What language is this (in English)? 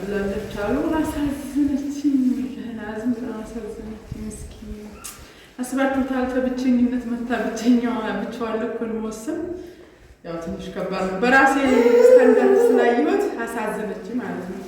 Amharic